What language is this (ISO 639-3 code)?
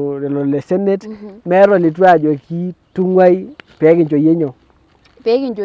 mas